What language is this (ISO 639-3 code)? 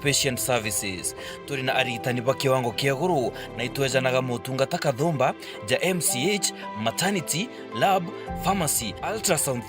mer